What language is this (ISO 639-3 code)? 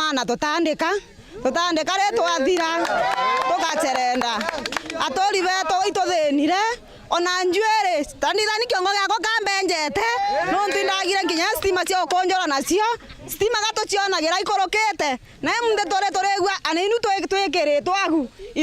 mer